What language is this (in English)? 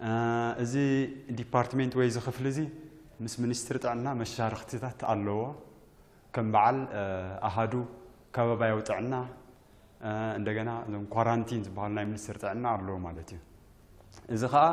Tigrinya